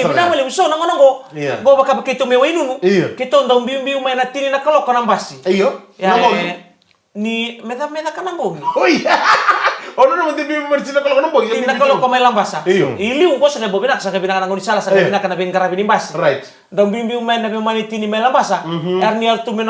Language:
Fijian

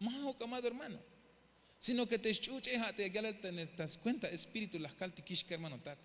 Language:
Tzeltal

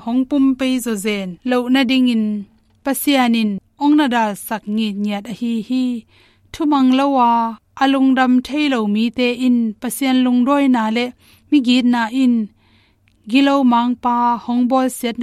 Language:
Tedim Chin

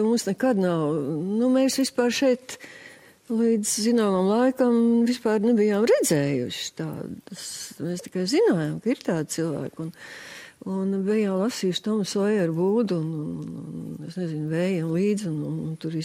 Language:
Latvian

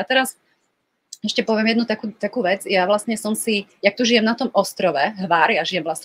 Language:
Slovak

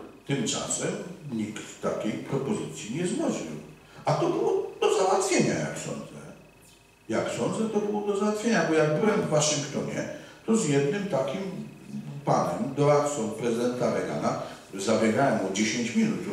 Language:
Polish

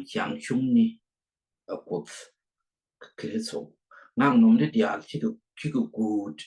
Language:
Nuer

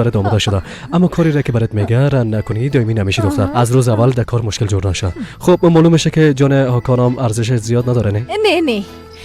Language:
Persian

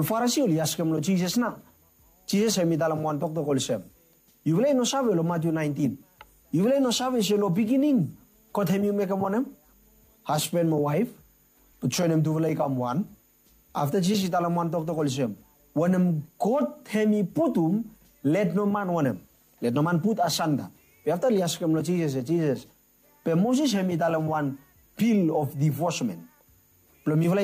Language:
Bislama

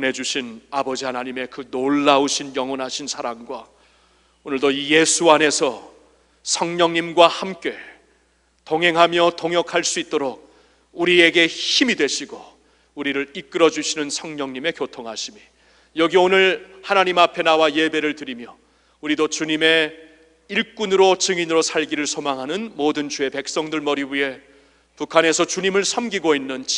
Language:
Korean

